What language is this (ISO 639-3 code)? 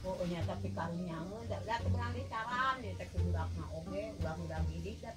sun